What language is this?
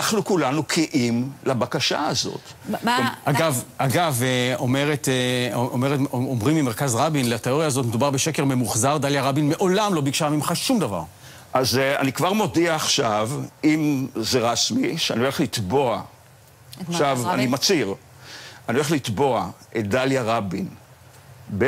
Hebrew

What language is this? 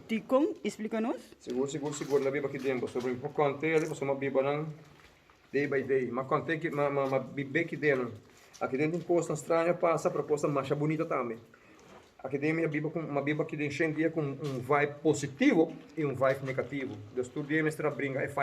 Papiamento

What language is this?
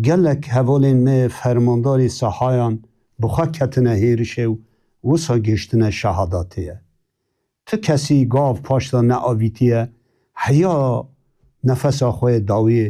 Kurdish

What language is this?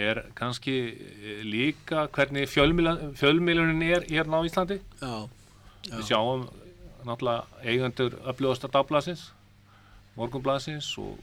Icelandic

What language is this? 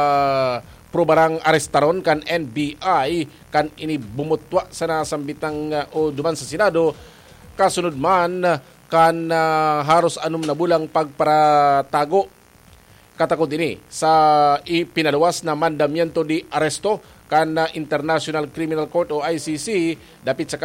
Bikol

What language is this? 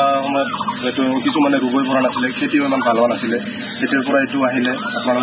Assamese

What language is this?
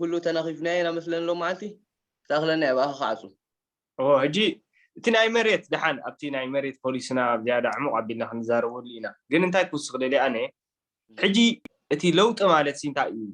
Tigrinya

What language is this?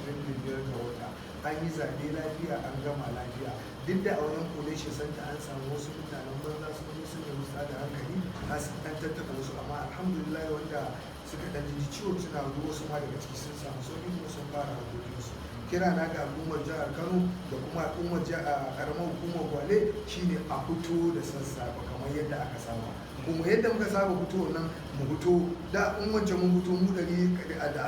Hausa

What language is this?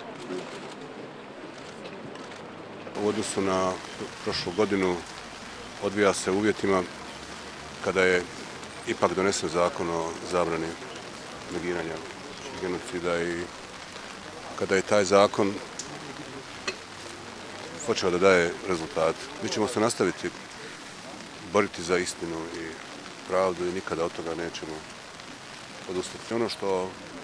Bosnian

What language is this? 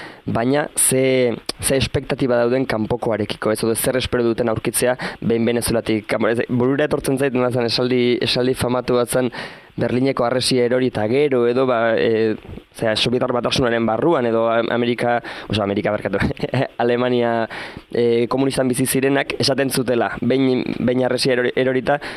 Basque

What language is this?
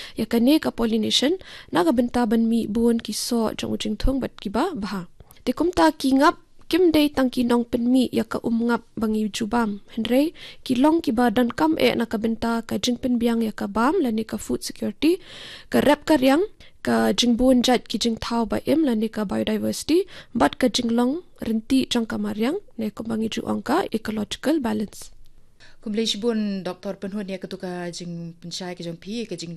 Khasi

